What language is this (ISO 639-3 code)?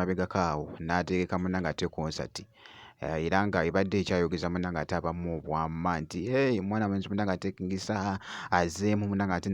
lug